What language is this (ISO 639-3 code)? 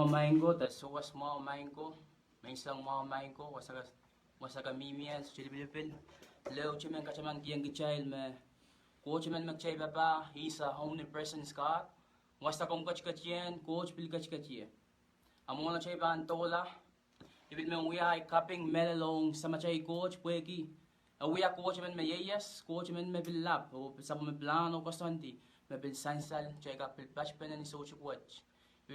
pon